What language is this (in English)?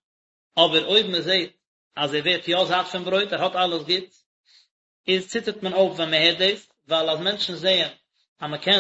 Yiddish